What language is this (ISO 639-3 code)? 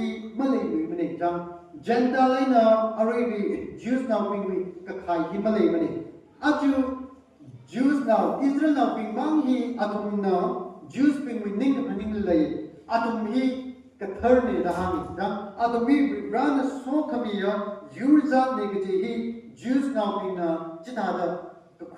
nmf